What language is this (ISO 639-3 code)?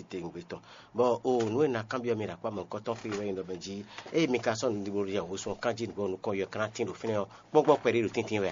fon